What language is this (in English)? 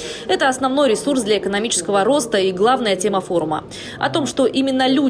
Russian